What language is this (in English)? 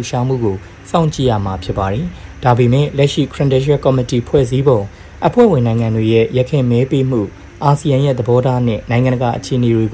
Burmese